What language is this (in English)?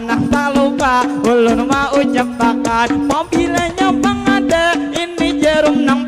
Banjar